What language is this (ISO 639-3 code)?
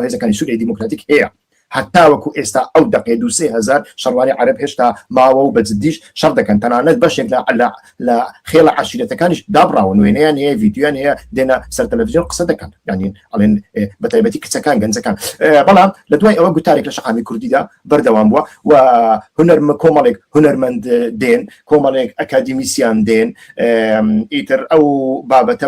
ckb